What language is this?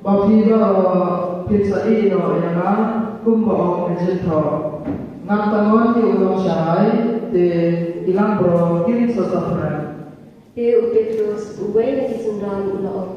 Khasi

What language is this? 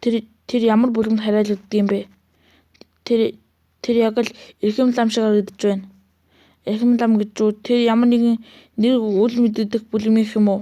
Mongolian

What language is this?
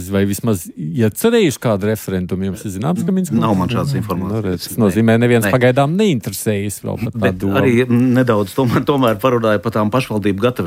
Latvian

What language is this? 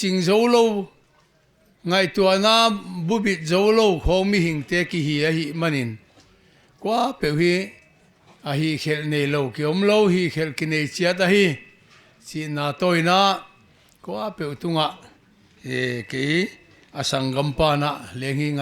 Paite Chin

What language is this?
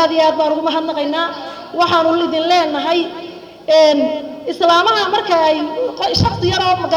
Somali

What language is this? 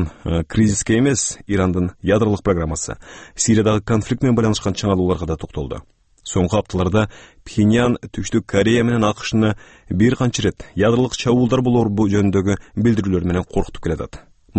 Kyrgyz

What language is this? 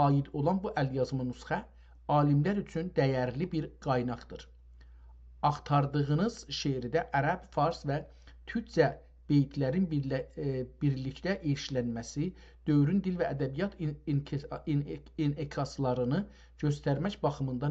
South Azerbaijani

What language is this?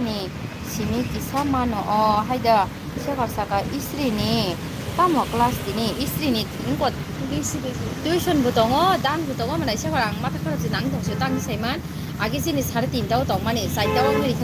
Kok Borok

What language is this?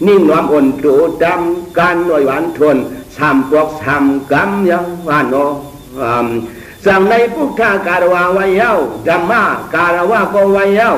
Shan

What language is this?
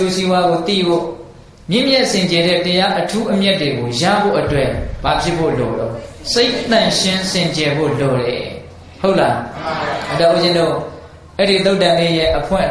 Burmese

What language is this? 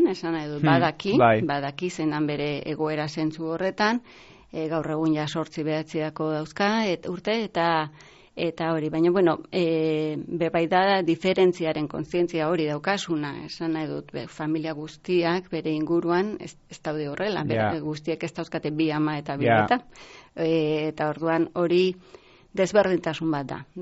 Basque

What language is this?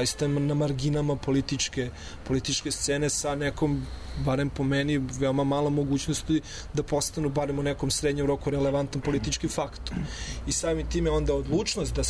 Serbian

